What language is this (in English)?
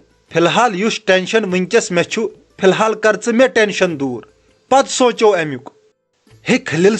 Kashmiri